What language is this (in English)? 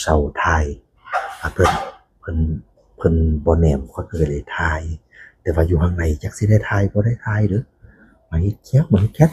Northeastern Thai